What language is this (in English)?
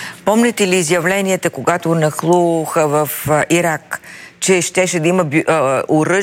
Bulgarian